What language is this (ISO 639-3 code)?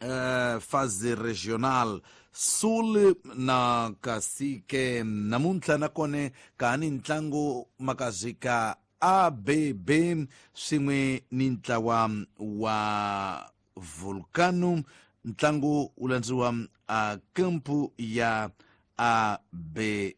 tso